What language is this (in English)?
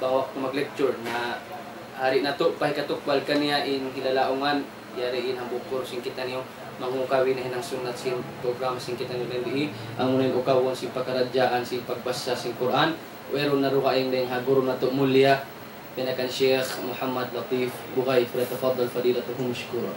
Tausug